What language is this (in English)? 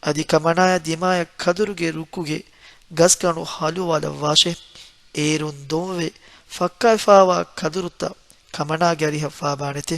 Divehi